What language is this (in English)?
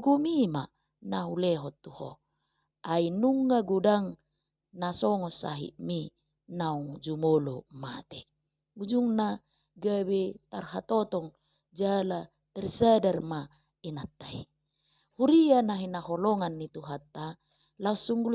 Batak Toba